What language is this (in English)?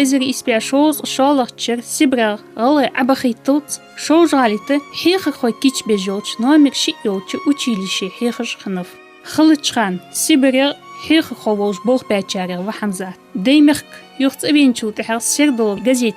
Ingush